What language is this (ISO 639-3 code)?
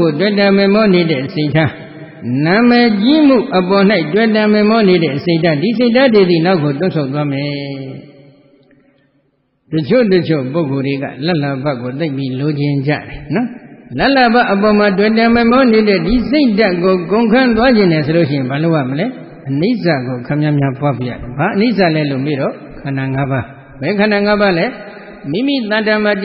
mya